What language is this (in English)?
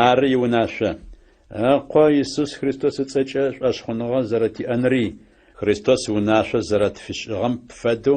Adyghe